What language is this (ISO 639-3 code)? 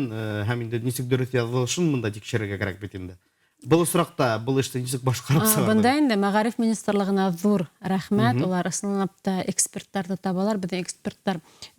bak